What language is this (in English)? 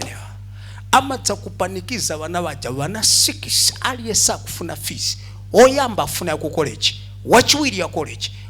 Nyanja